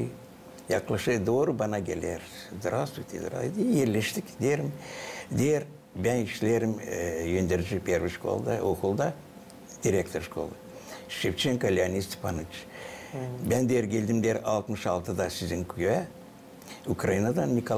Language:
Gagauz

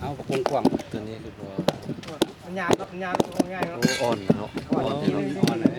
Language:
Lao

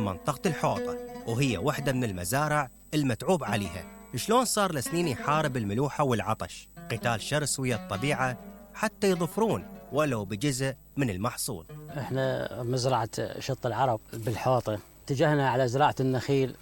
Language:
Mesopotamian Arabic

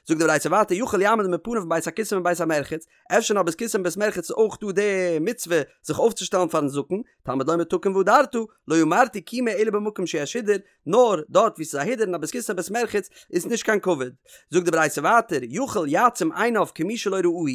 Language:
Yiddish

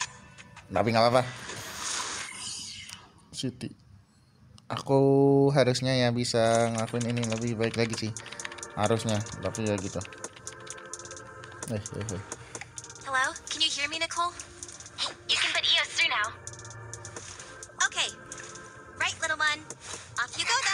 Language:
Indonesian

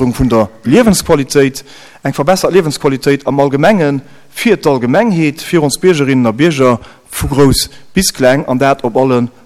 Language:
Luxembourgish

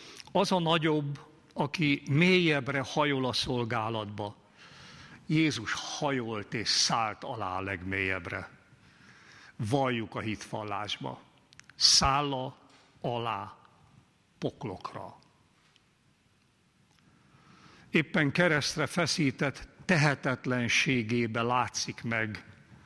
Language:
Hungarian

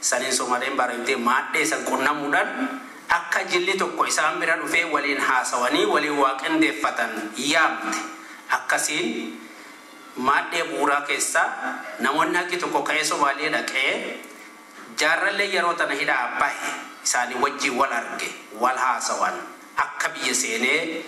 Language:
Oromo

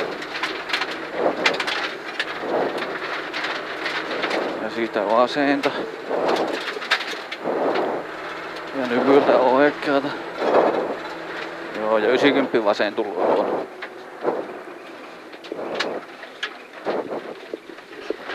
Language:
Finnish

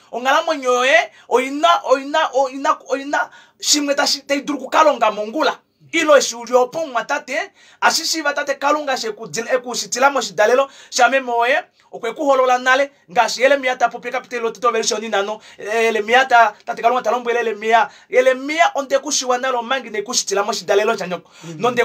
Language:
Kuanyama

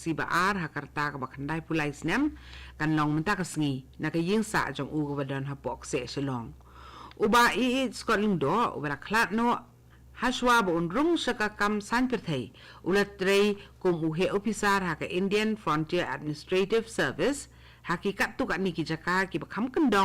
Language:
Khasi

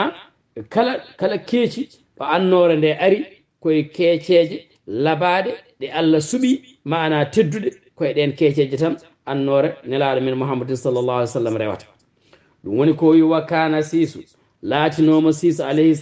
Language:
Fula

